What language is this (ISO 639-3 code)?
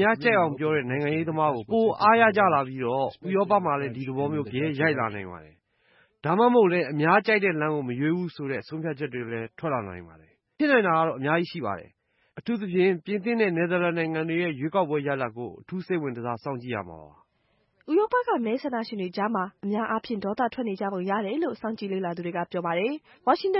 mya